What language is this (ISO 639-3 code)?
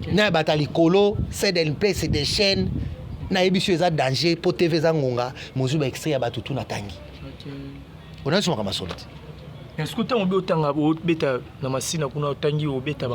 lin